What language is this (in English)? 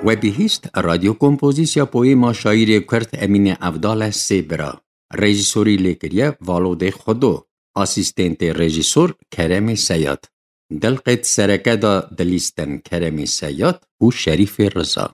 Kurdish